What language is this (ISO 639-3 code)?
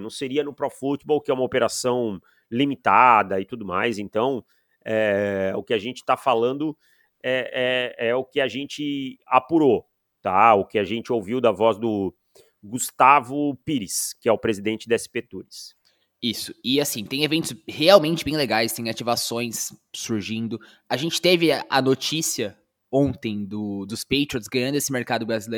por